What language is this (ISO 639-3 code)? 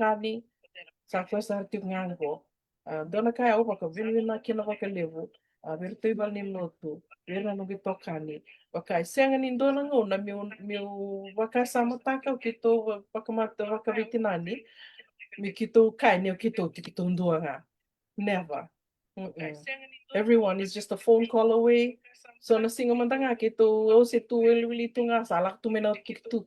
fij